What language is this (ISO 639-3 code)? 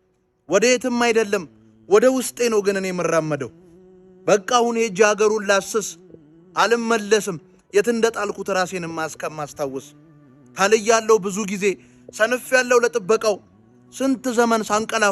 amh